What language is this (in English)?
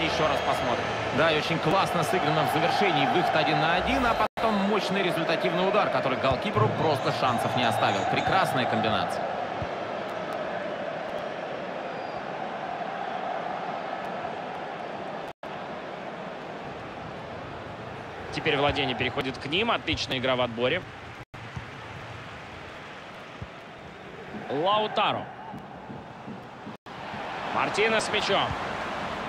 Russian